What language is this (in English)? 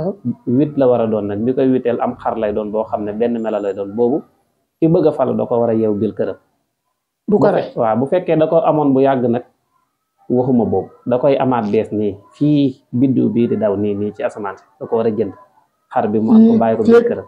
Wolof